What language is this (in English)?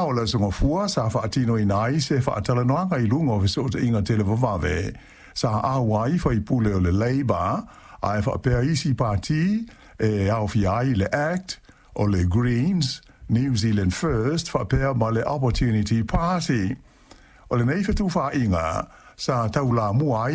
Samoan